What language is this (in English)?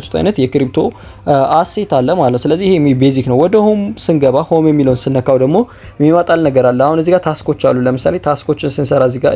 Amharic